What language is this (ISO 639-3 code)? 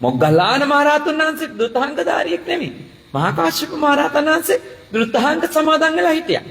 sin